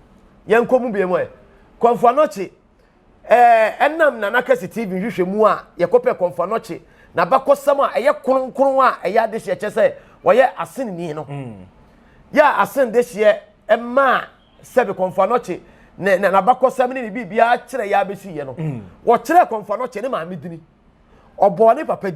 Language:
Akan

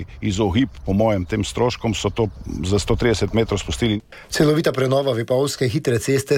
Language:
Slovenian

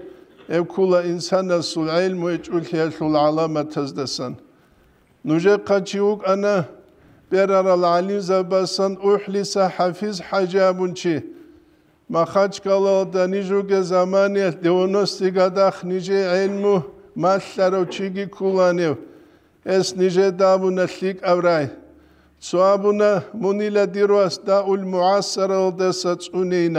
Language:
Avaric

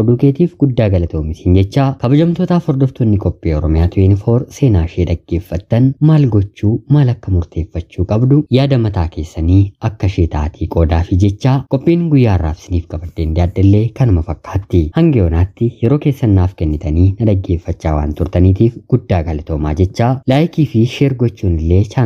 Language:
Oromo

